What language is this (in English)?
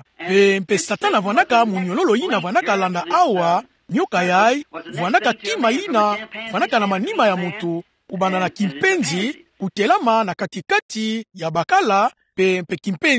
Kituba (Democratic Republic of Congo)